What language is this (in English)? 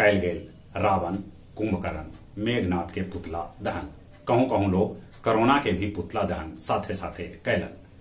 Magahi